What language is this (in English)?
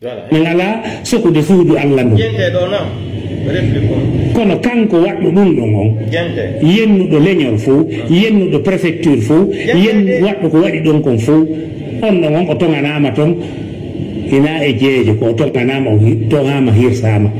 Pular